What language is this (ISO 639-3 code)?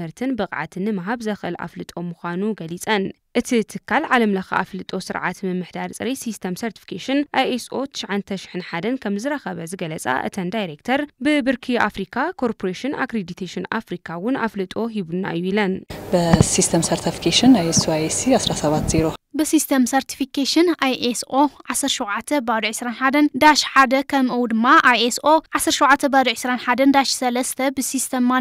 tir